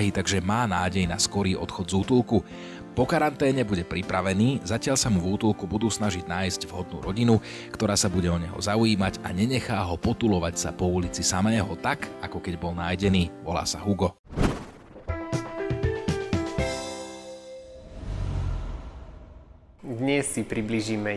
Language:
Slovak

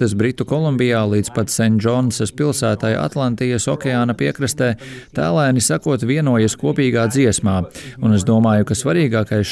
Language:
Latvian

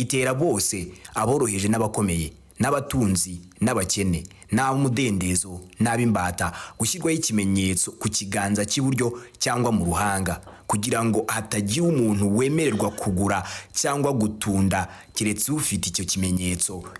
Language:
Kinyarwanda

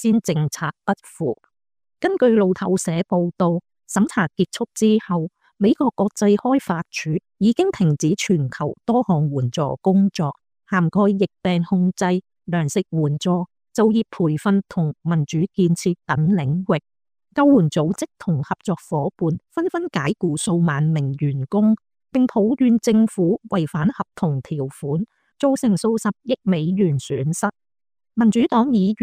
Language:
Cantonese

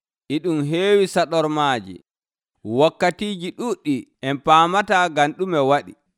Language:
Nigerian Fulfulde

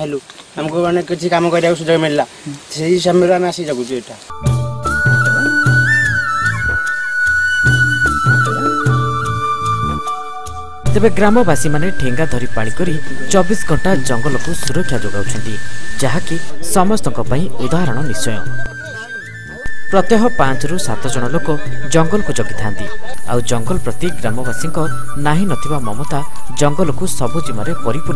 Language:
Odia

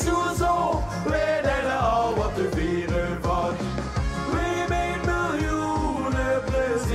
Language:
Limburgish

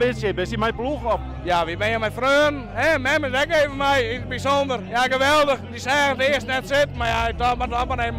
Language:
Western Frisian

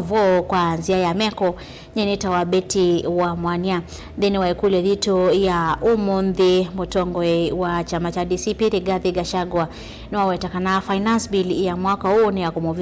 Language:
Kamba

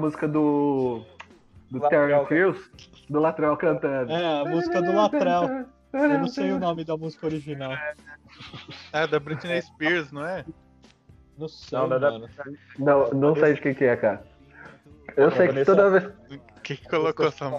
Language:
Portuguese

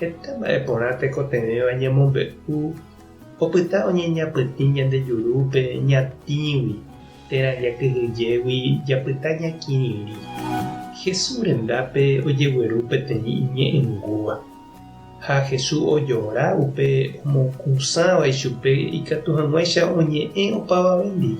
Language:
Guarani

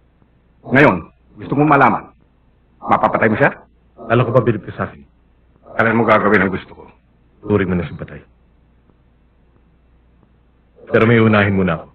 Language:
Filipino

